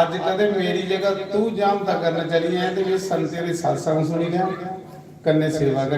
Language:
Dogri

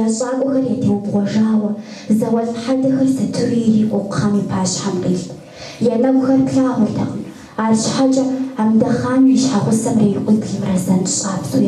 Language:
Kabardian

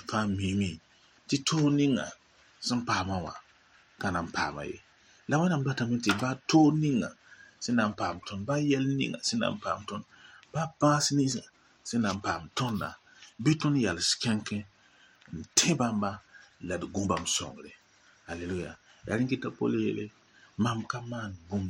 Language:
Mossi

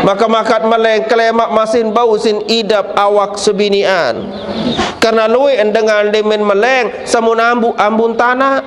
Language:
Sasak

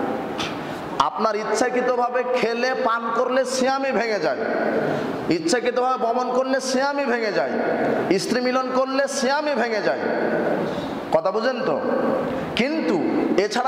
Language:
Bangla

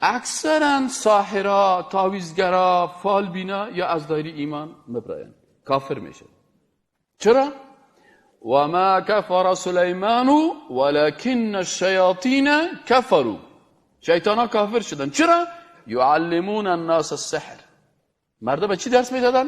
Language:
Persian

